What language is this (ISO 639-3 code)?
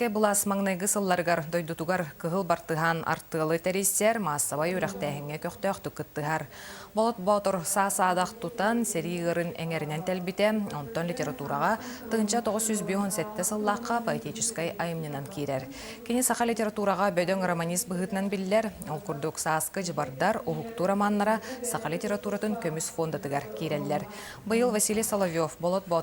sah